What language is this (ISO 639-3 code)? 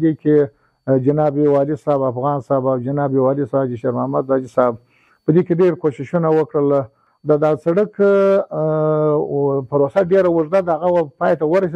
pus